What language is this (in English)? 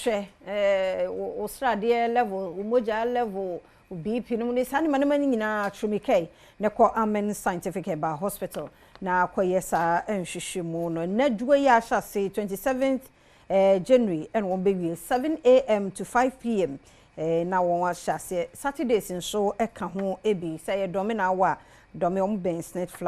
Akan